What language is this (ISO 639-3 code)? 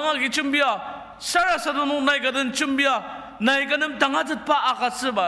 njo